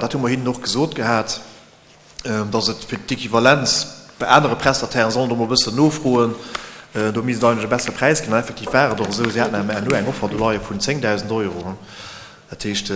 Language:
Luxembourgish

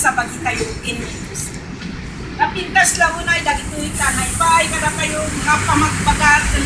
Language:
Iloko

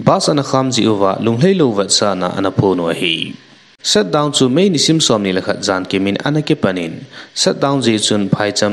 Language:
Thado Chin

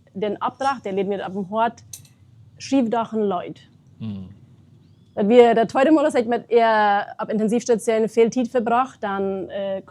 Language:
Plautdietsch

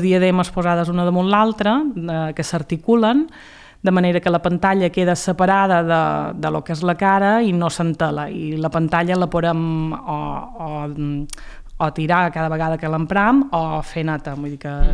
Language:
Catalan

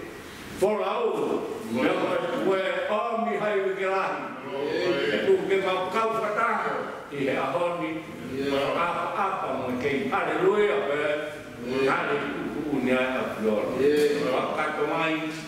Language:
Tongan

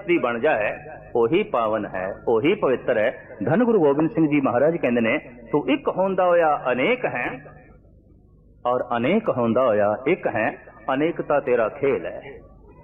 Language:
Punjabi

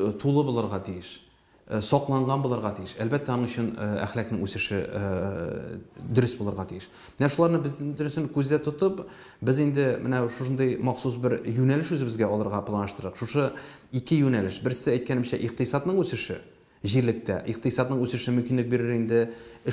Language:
Tatar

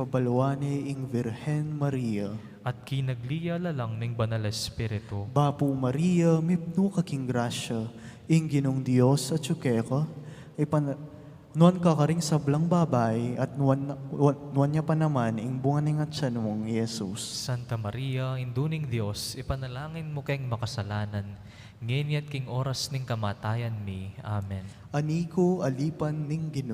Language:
Pampanga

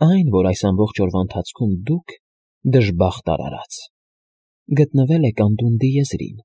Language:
Armenian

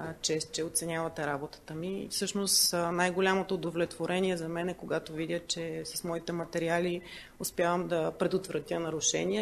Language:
Bulgarian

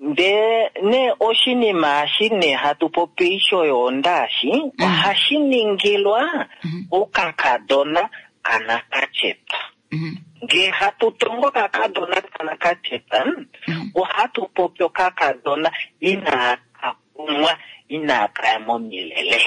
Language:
Kuanyama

